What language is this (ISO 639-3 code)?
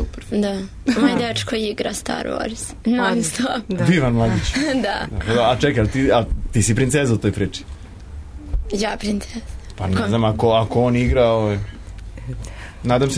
srp